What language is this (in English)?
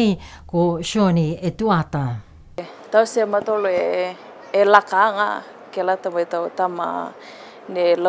Niuean